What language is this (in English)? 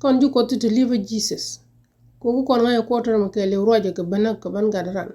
Nuer